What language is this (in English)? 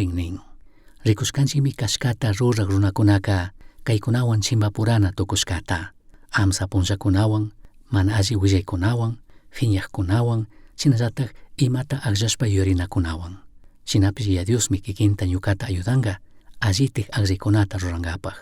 Chimborazo Highland Quichua